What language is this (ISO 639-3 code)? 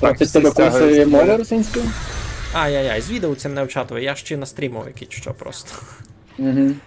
rue